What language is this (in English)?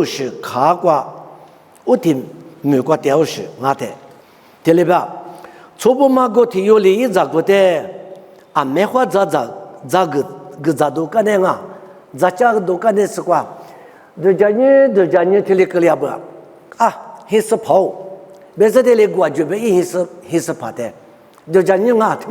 Lisu